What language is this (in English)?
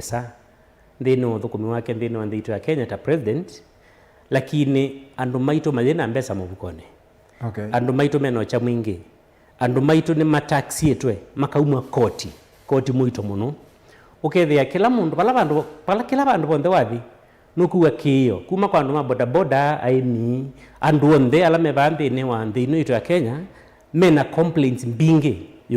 Kamba